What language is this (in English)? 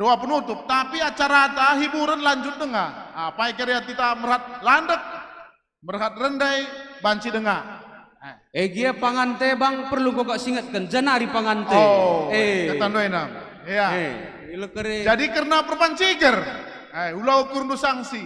Batak Karo